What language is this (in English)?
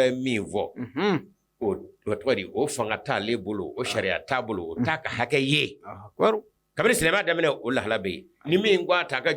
Bambara